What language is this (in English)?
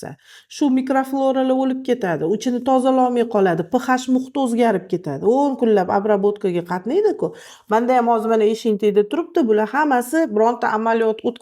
Uzbek